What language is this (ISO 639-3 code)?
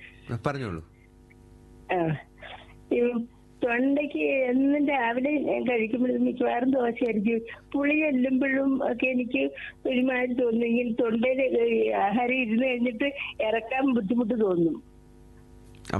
mal